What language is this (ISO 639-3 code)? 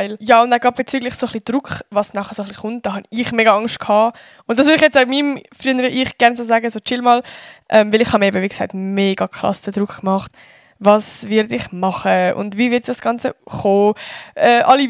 gsw